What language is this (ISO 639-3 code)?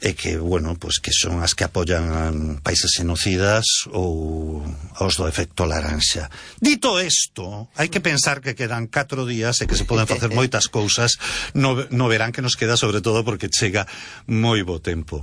glg